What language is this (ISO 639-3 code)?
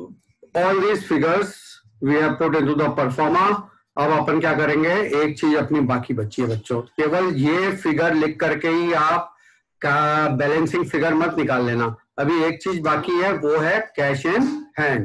hin